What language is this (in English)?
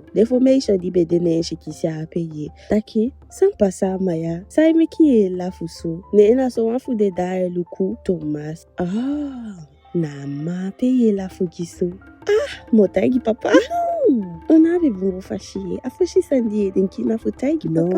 Eastern Maroon Creole